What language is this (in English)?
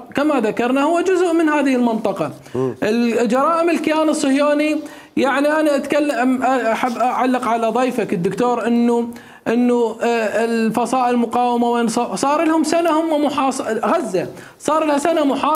Mesopotamian Arabic